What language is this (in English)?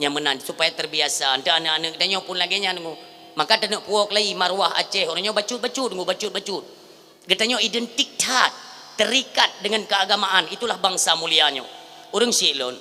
Achinese